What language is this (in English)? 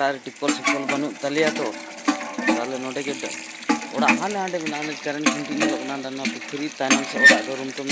Santali